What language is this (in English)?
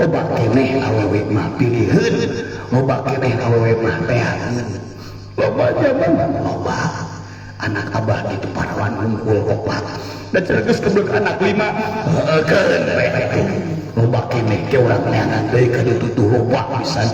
Sundanese